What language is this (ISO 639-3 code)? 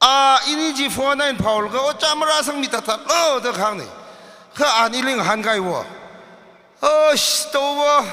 nmf